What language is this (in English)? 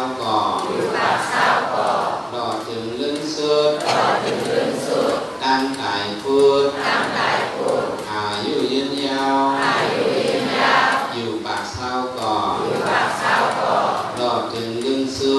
Shan